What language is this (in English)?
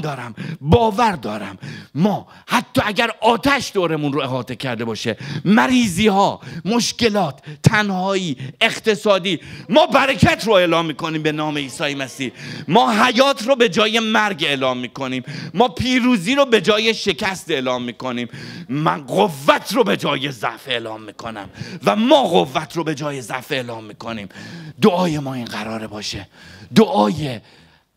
Persian